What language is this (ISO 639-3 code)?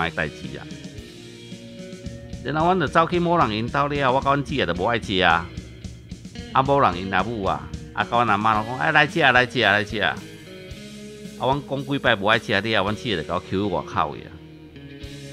nan